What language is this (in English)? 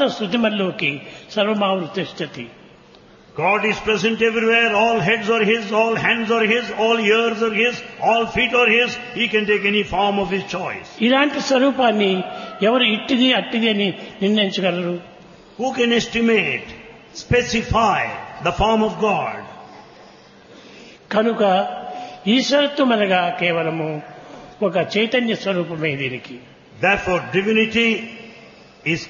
Telugu